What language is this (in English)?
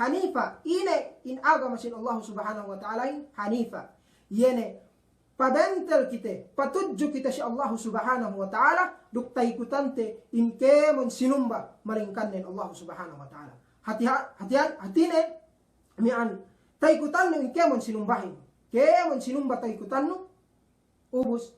Yakan